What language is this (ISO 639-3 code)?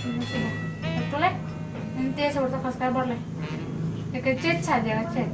abs